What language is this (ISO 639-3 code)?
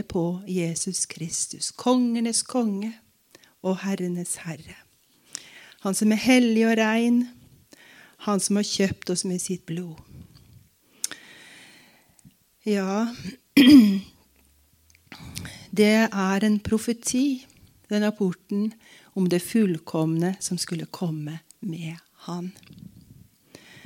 nor